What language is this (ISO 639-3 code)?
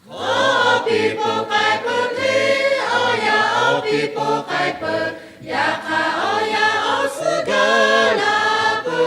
lhu